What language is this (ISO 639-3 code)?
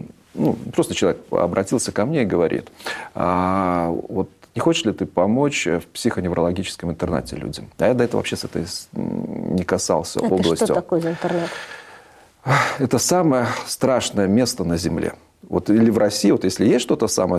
rus